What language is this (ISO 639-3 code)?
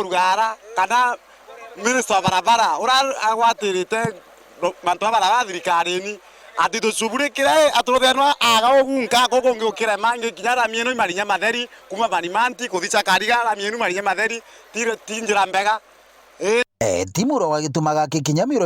mer